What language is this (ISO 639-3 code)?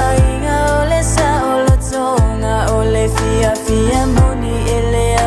smo